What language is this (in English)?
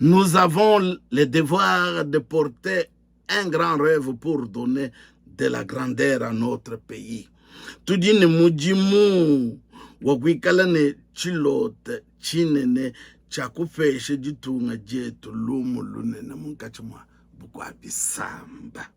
Luba-Lulua